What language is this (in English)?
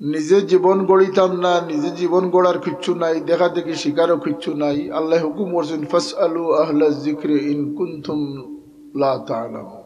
Sylheti